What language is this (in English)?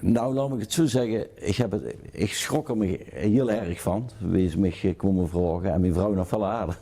Limburgish